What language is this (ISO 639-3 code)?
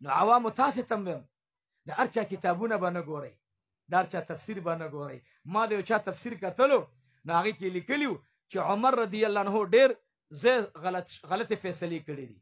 pus